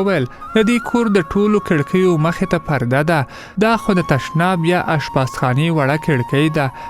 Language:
Pashto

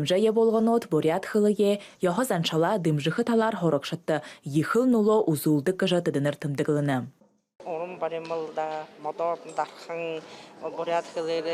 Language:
Buriat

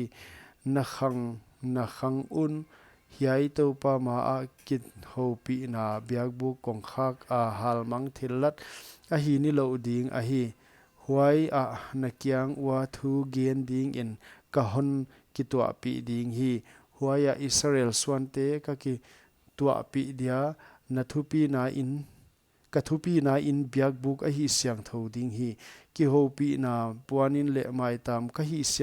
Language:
Paite Chin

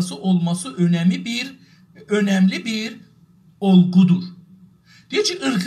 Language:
South Azerbaijani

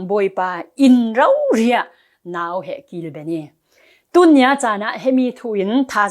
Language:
Falam Chin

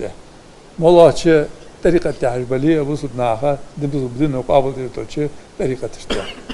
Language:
Ingush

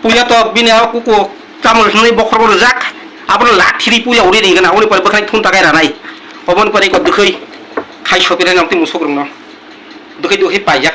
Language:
Kok Borok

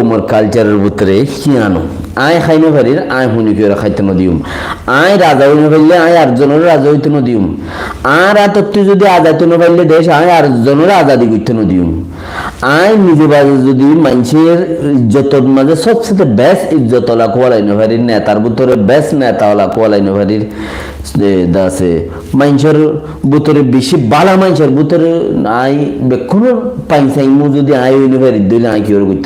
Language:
Rohingya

